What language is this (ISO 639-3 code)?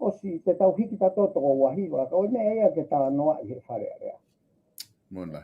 ton